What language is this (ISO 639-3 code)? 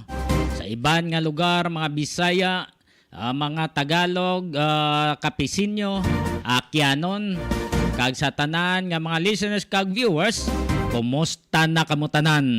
hil